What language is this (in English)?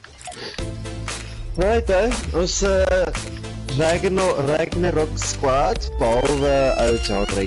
Afrikaans